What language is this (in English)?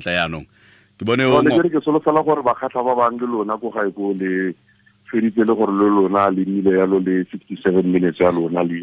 Tswana